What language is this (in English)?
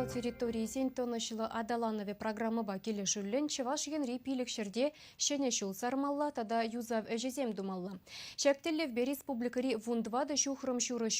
Chuvash